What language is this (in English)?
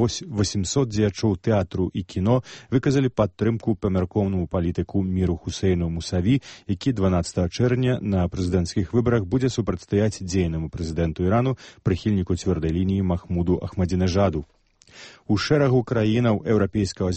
Belarusian